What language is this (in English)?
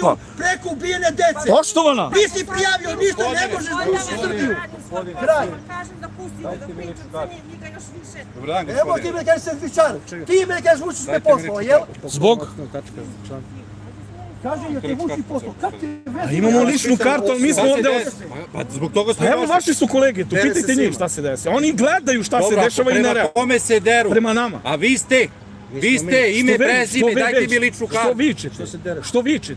Serbian